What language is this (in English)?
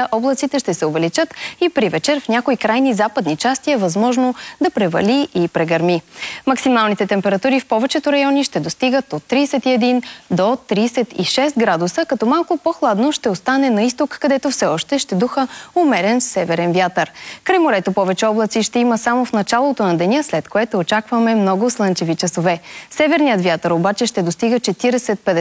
Bulgarian